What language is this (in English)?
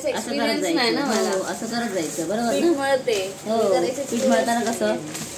Marathi